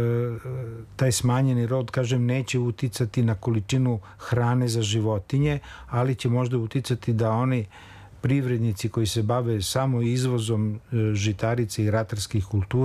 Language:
Serbian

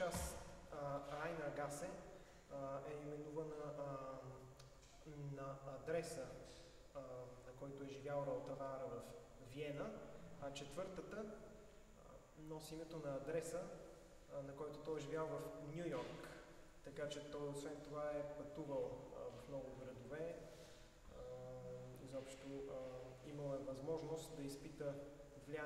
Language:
Bulgarian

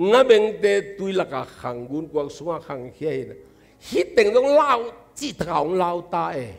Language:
Tedim Chin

